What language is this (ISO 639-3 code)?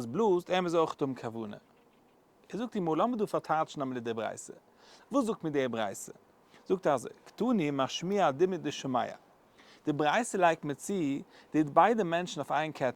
yid